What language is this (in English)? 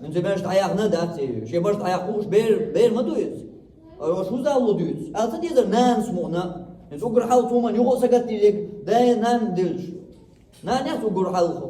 Chechen